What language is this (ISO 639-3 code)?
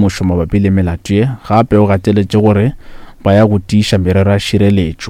nso